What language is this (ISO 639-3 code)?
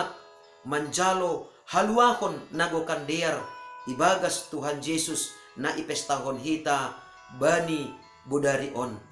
bts